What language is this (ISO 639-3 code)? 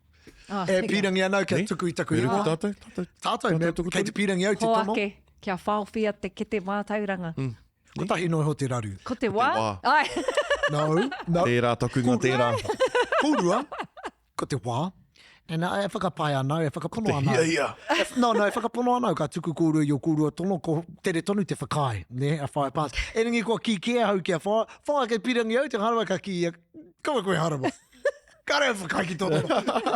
mri